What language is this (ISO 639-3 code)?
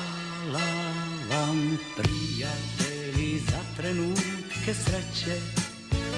hrv